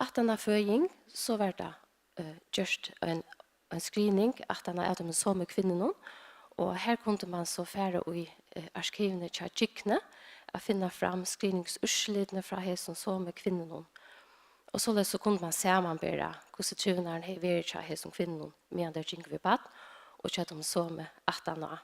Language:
Faroese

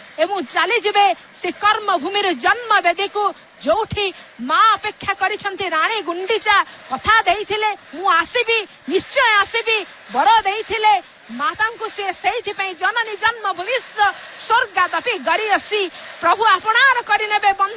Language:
Odia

